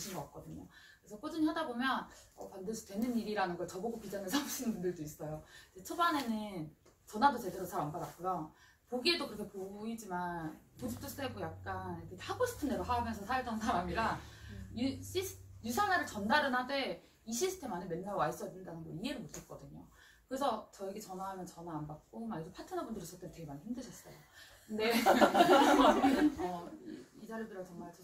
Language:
Korean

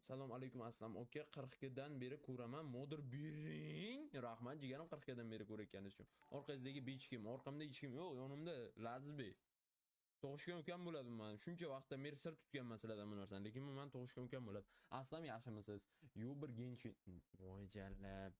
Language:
Uzbek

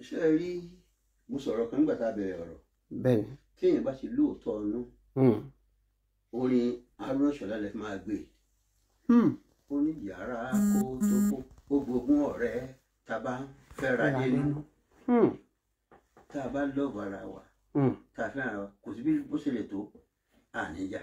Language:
Yoruba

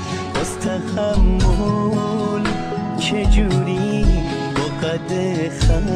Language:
Tajik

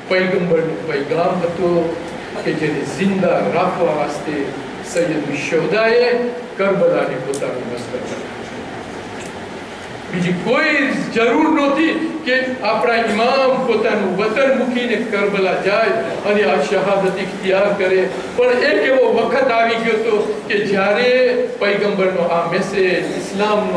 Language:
Gujarati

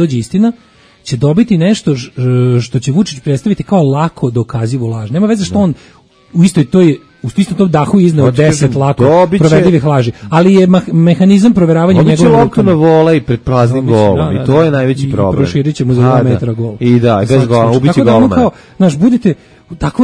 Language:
Serbian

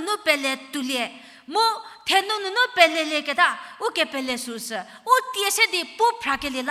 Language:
Angami Naga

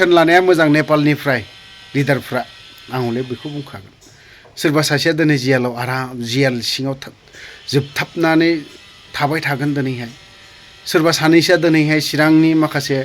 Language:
Bodo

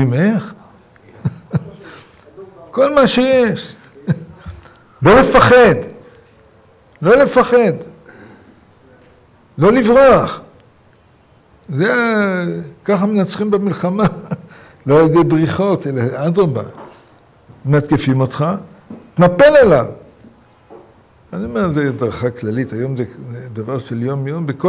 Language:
Hebrew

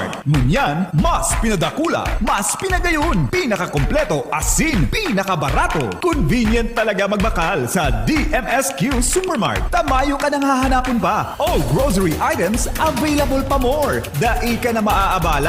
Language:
Bikol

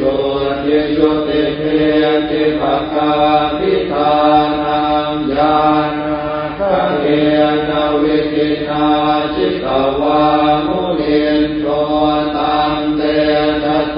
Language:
Pali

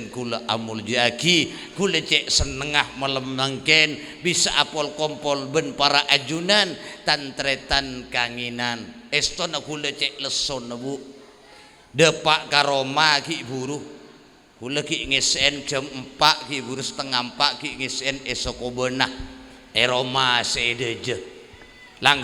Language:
Madurese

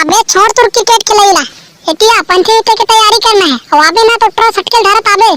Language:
Chhattisgarhi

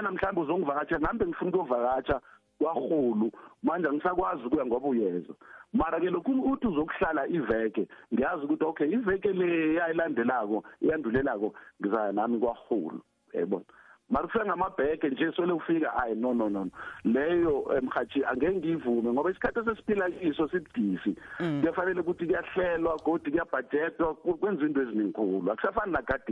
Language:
South Ndebele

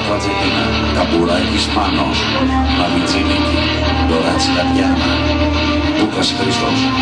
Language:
Greek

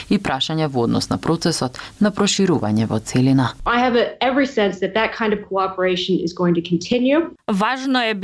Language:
Macedonian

